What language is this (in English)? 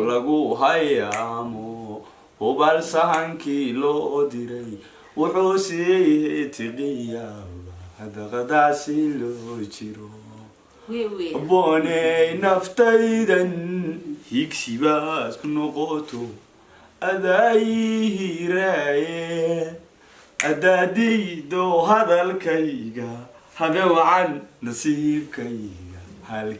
Somali